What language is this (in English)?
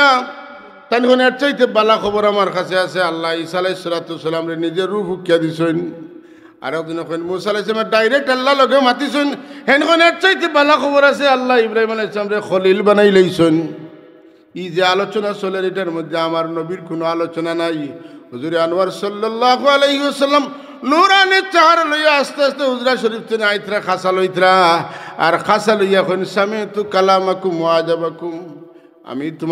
Sylheti